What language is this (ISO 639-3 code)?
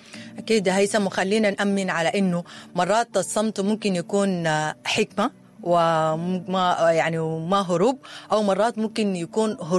apd